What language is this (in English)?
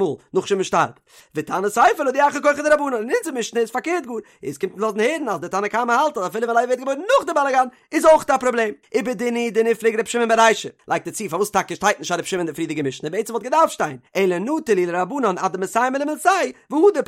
Yiddish